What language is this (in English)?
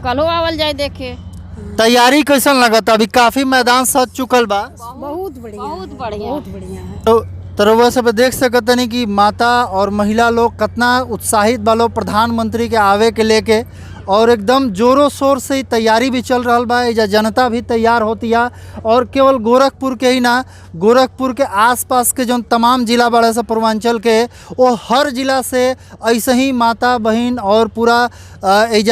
Bhojpuri